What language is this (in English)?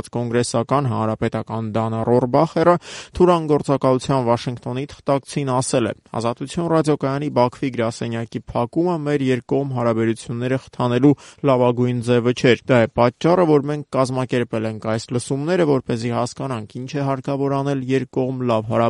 Armenian